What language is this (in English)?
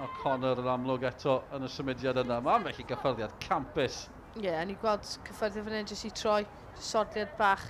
Welsh